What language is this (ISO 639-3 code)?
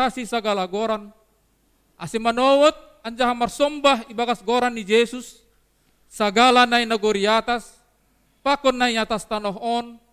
bts